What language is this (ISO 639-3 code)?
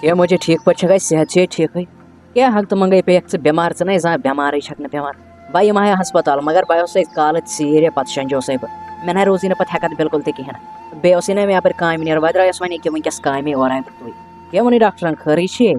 kas